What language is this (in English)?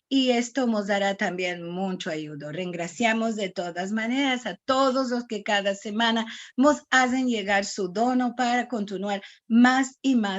Ladino